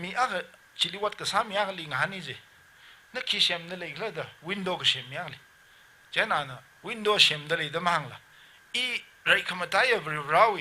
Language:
Tangkhul Naga (India)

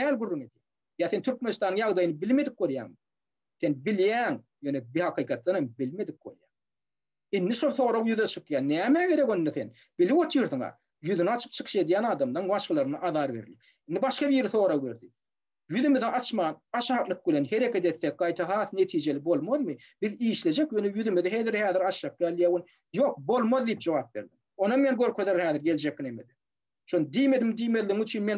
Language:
Turkmen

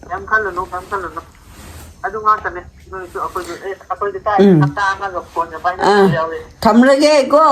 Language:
Manipuri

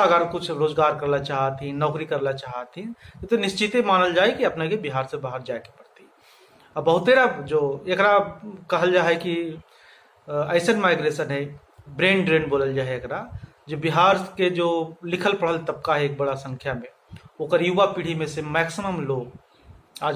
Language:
Magahi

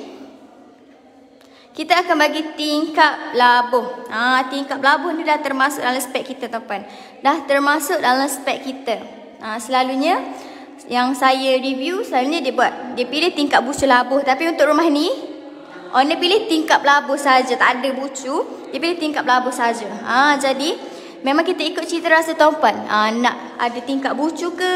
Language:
Malay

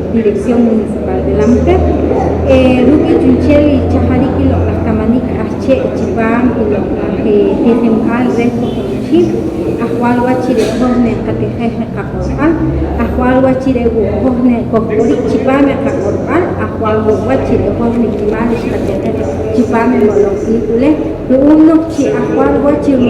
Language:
Poqomchi'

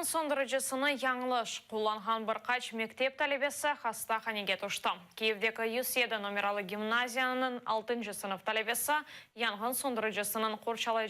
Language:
Crimean Tatar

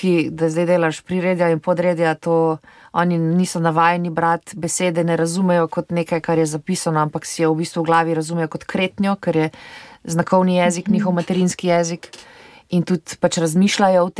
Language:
Slovenian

